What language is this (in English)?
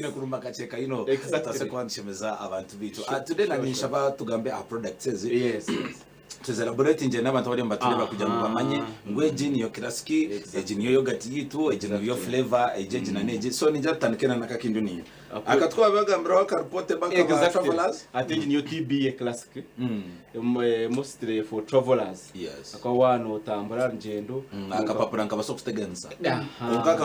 Nyankole